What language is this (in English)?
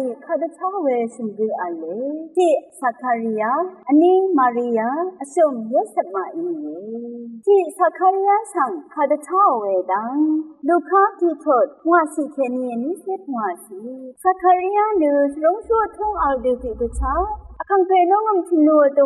Rawang